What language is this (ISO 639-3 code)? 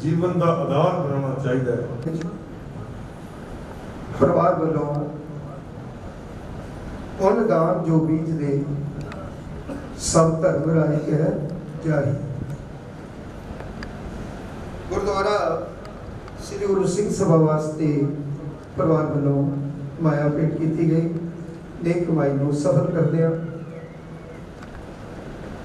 pan